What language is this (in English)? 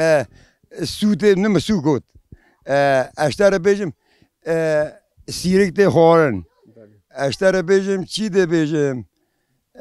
Kurdish